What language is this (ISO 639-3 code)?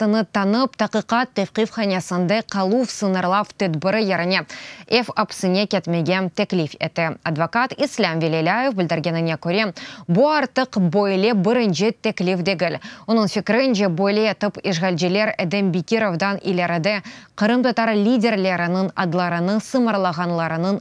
crh